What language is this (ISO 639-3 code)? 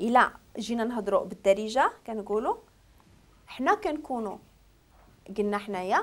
ary